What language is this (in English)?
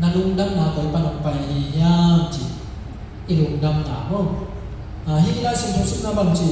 Tedim Chin